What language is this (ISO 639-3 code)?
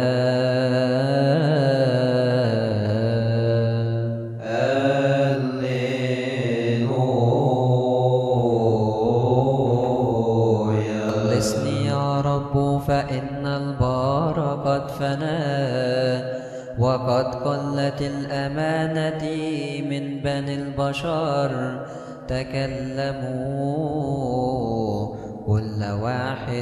ara